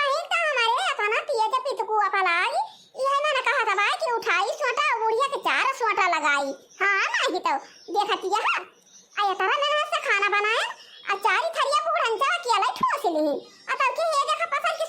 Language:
Awadhi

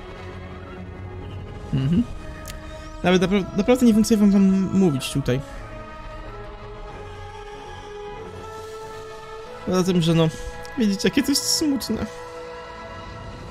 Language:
Polish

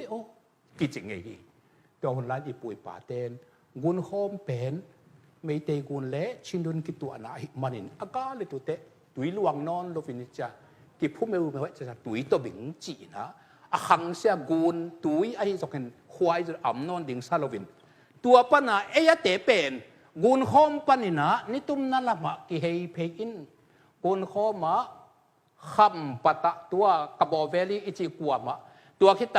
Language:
Tedim Chin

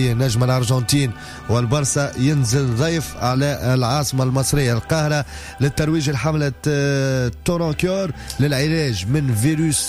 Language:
Tunisian Arabic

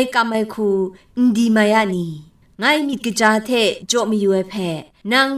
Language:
Kachin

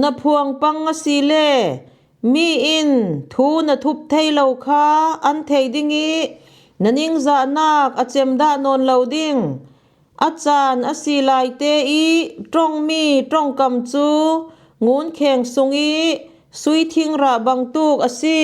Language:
Falam Chin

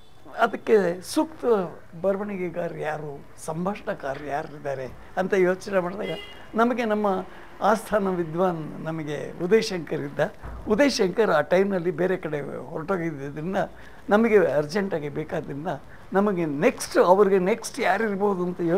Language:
Kannada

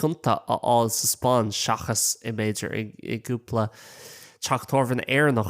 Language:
Irish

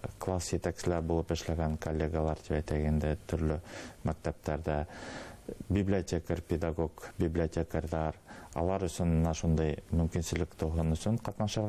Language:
Bashkir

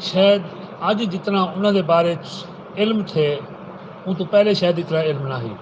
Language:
Saraiki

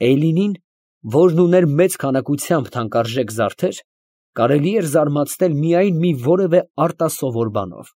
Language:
Armenian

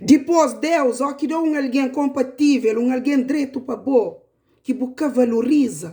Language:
Kabuverdianu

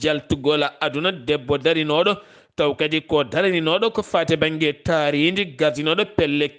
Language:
Fula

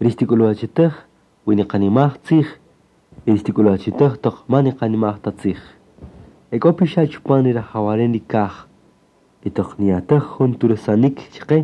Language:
Kaqchikel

